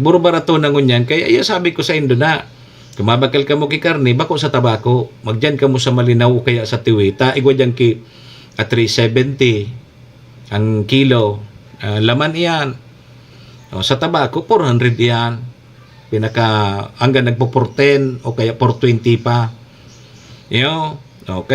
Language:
Bikol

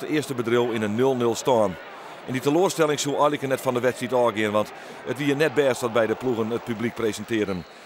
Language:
Western Frisian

